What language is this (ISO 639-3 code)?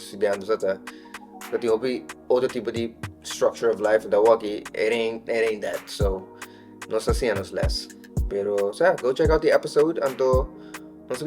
pap